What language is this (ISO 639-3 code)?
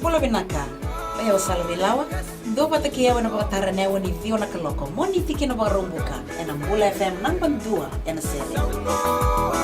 fij